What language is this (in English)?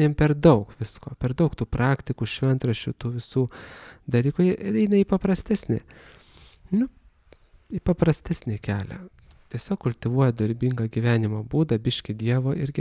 Lithuanian